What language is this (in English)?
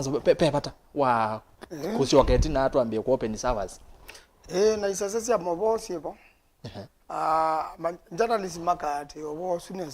Kamba